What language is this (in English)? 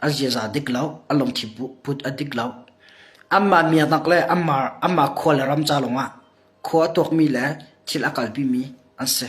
Hakha Chin